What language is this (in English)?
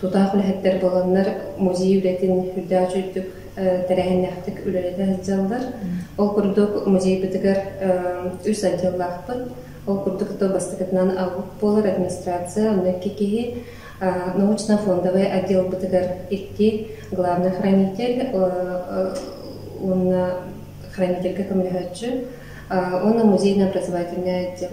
Yakut